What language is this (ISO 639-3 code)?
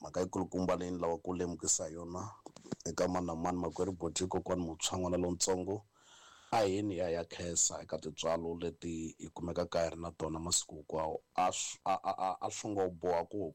tso